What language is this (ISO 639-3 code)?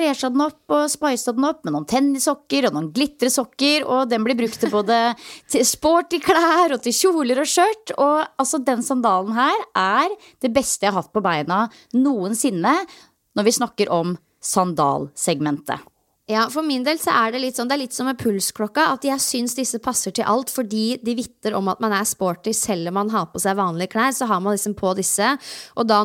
nor